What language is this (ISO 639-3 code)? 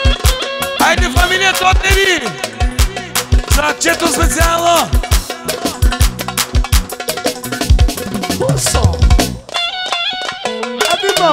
bul